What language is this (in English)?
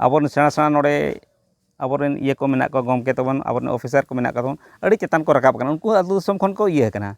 Santali